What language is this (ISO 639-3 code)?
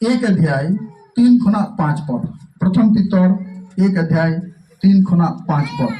sat